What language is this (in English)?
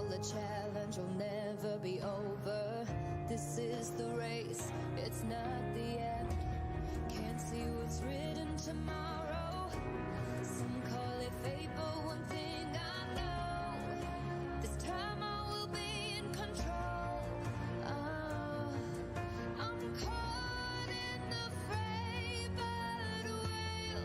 Kara-Kalpak